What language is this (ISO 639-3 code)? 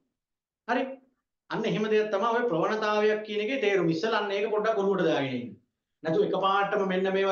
sin